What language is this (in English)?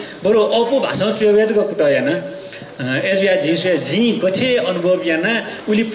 Newari